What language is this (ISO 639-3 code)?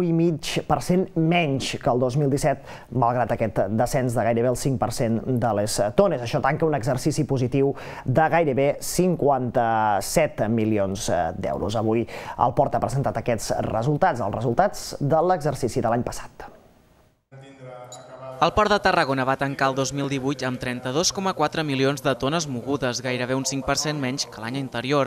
cat